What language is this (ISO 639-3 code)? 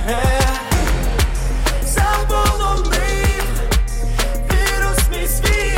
ukr